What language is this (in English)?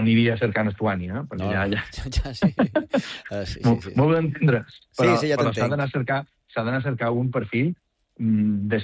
Catalan